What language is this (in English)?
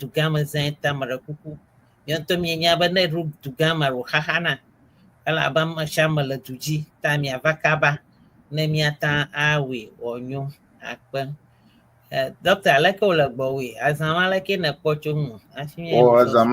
Ewe